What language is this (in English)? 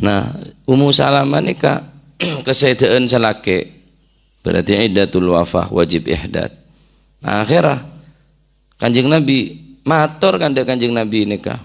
Madurese